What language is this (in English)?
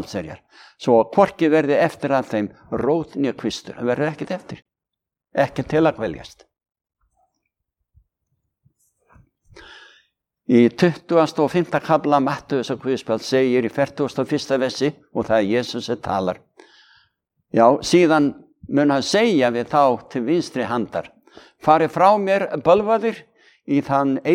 Icelandic